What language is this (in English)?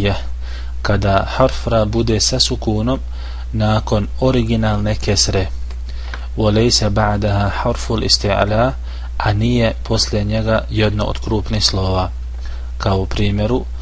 Bosnian